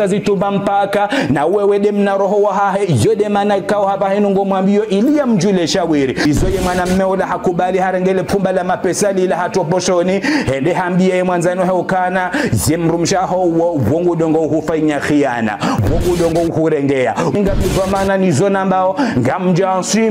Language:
Ngazidja Comorian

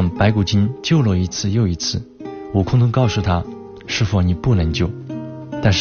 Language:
Chinese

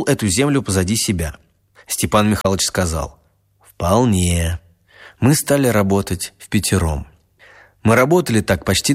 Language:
Russian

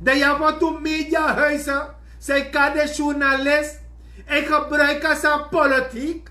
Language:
Sranan Tongo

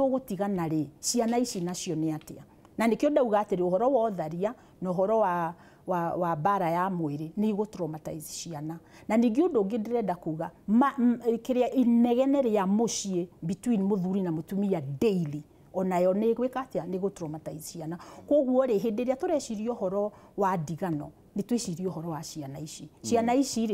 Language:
Kikuyu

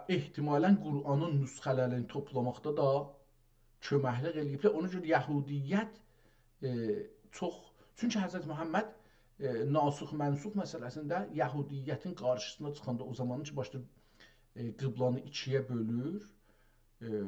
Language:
South Azerbaijani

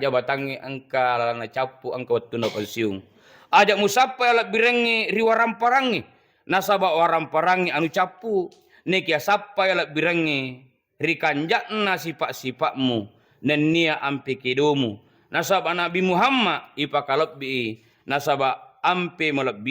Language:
Buginese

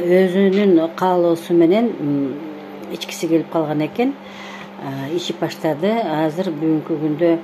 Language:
Kyrgyz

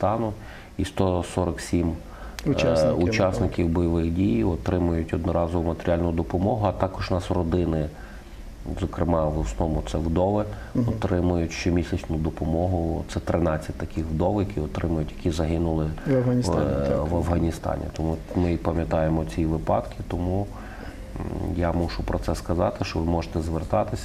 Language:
Ukrainian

